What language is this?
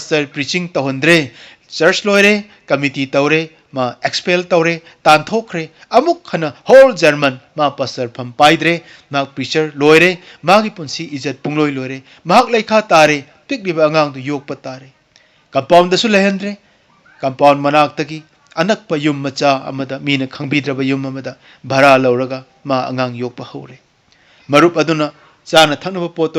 Manipuri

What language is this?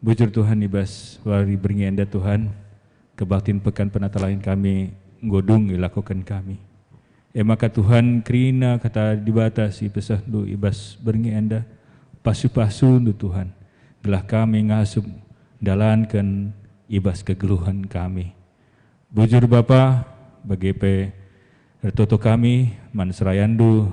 Batak Karo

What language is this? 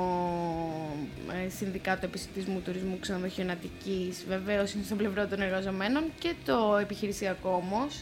Greek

